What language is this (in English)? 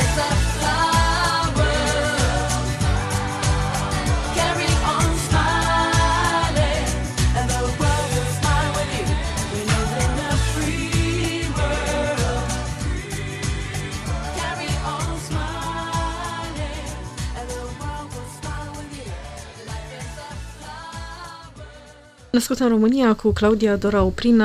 Romanian